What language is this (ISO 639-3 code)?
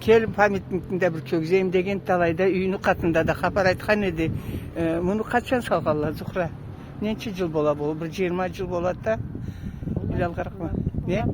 krc